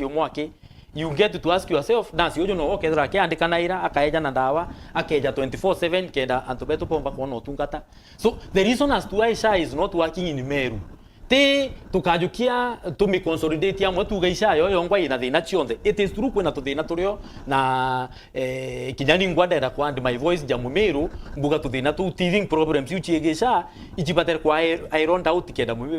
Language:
Meru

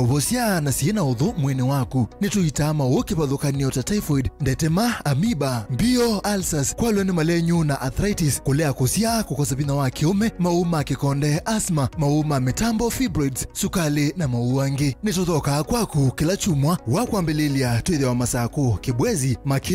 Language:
Kamba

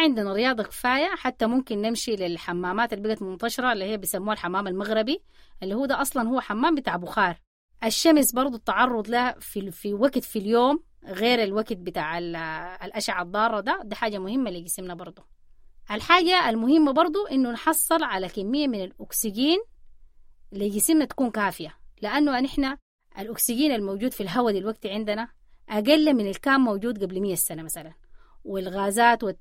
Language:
Sudanese Arabic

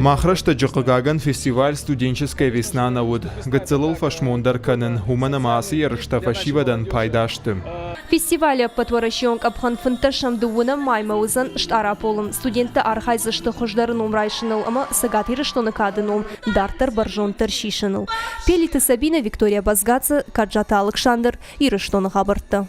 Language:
Ossetic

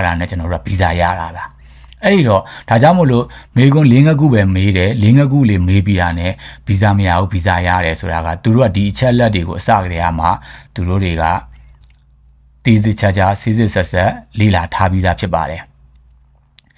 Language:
Burmese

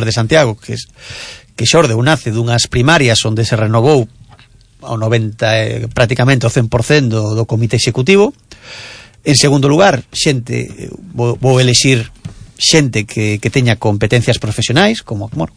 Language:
Galician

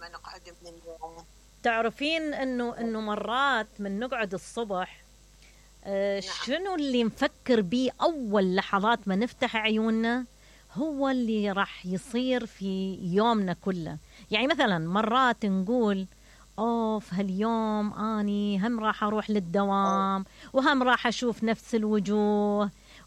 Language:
Mesopotamian Arabic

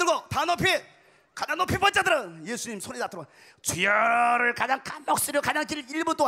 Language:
Korean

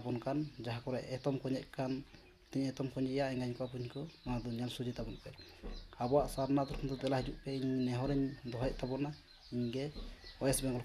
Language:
Santali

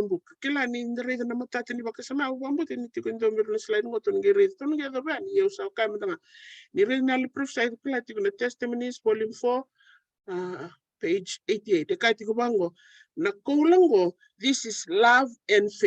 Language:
Fijian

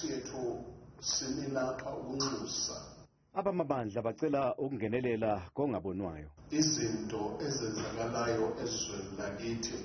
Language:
Zulu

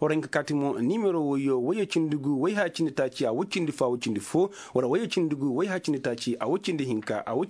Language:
Koyraboro Senni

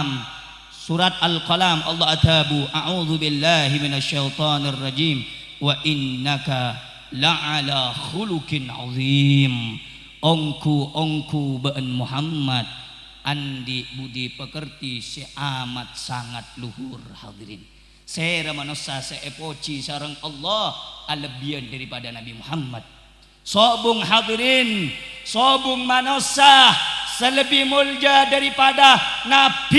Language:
Madurese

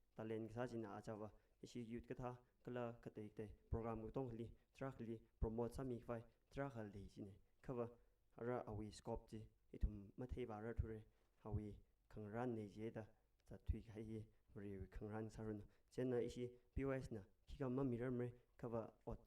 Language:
Tangkhul Naga (India)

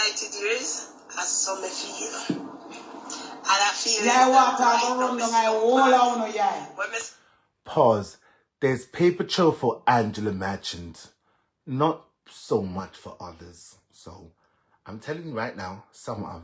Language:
Jamaican Creole English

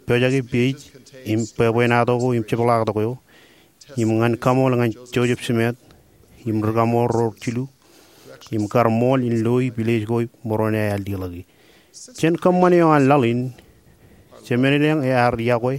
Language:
Marshallese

